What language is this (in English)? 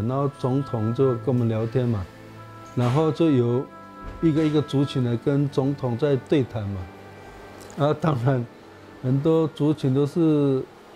Chinese